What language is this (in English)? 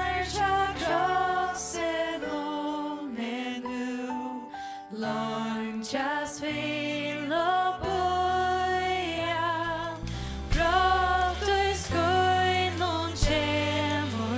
Faroese